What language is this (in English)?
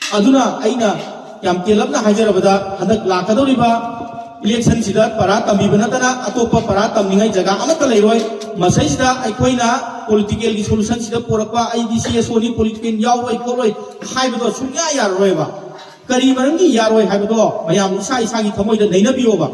Manipuri